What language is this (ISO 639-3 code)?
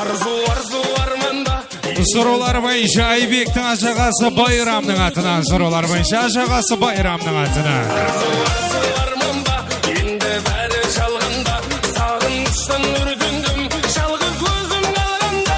kaa